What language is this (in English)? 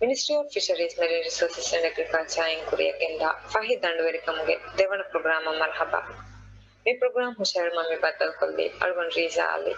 Divehi